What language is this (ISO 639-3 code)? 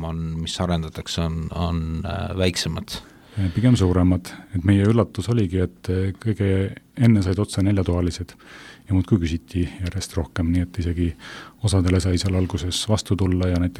est